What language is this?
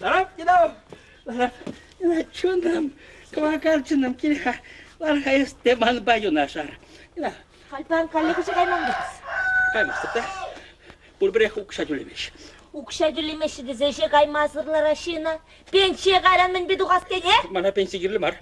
Chuvash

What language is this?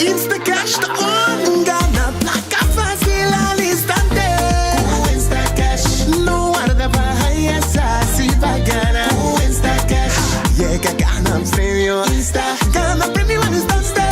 Papiamento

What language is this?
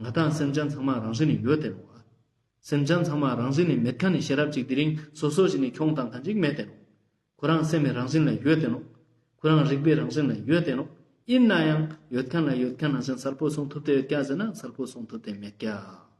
Ladakhi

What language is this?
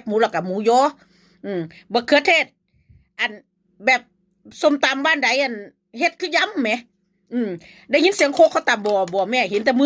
Northeastern Thai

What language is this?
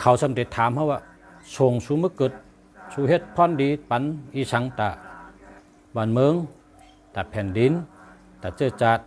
Shan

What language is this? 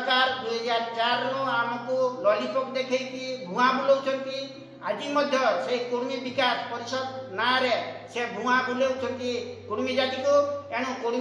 Odia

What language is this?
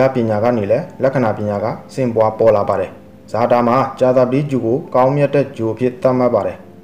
Burmese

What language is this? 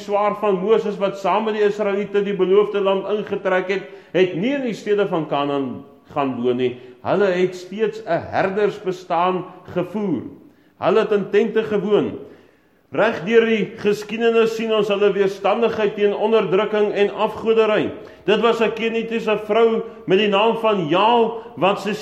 Afrikaans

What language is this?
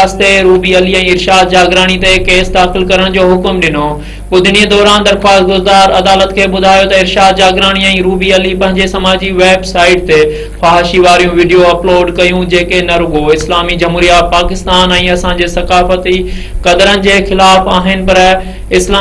Sindhi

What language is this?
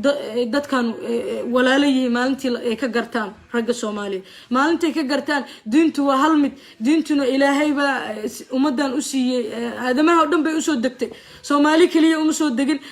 Somali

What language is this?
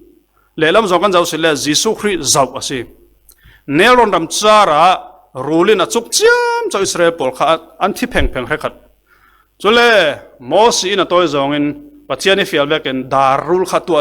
Falam Chin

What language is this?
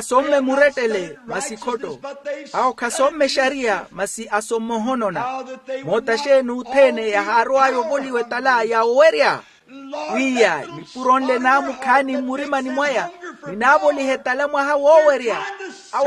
Makhuwa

